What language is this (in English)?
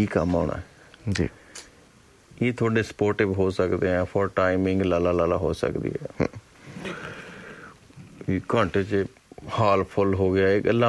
Punjabi